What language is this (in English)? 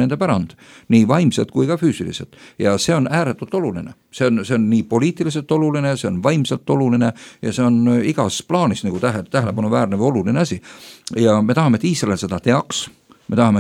Estonian